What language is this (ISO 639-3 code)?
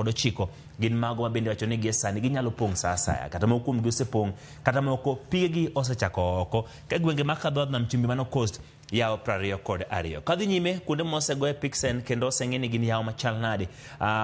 luo